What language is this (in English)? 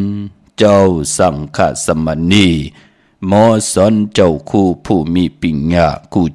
Shan